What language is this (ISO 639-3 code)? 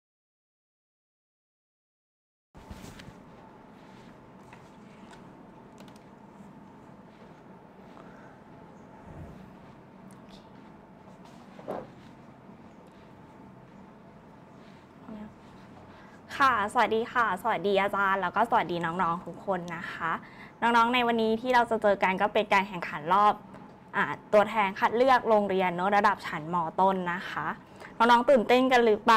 tha